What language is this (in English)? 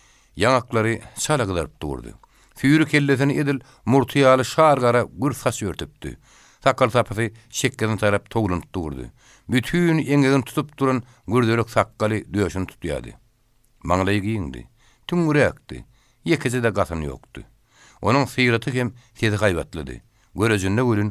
Turkmen